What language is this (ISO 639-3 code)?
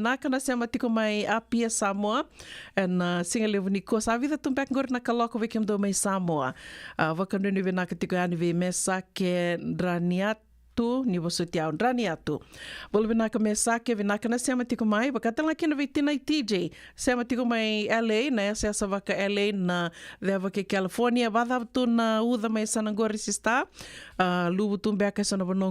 fij